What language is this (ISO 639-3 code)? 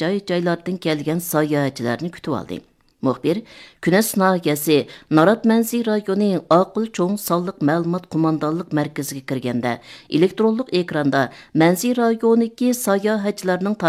uig